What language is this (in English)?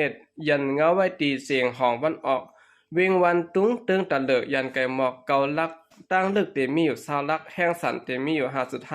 Shan